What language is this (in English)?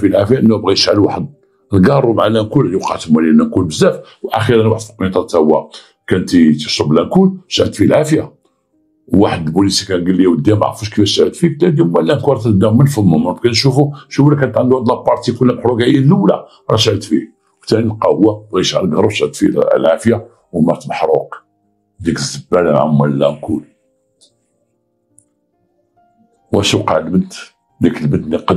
Moroccan Arabic